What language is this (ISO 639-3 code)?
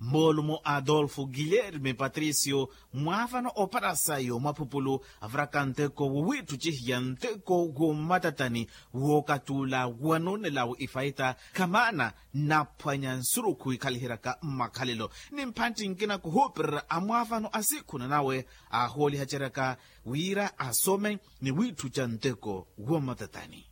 vmw